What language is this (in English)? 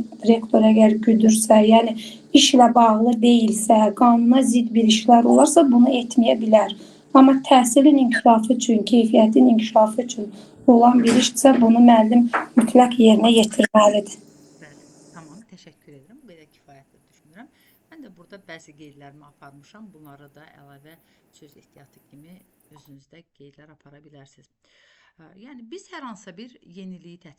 Azerbaijani